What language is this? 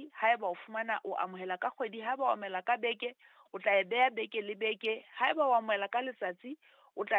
Southern Sotho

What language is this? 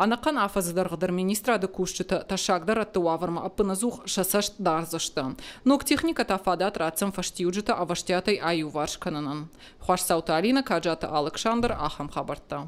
Ossetic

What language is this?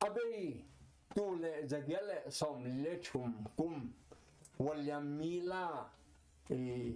Tedim Chin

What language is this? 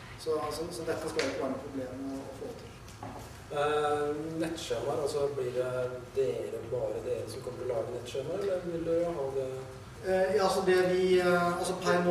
Norwegian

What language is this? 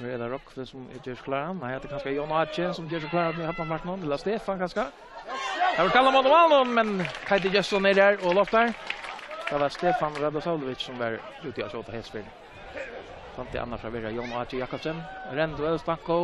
Faroese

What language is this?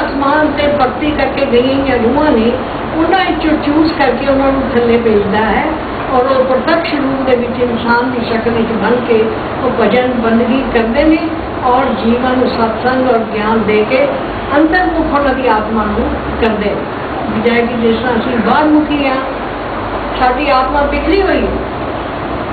Punjabi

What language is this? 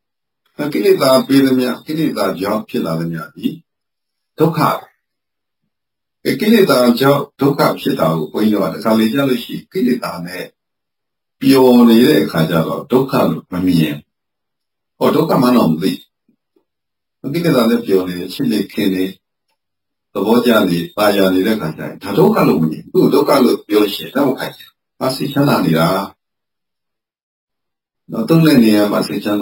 Burmese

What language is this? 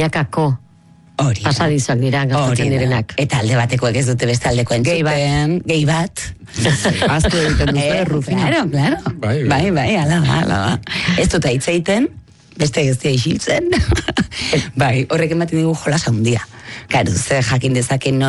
Basque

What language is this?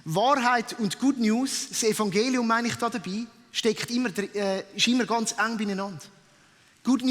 Swiss German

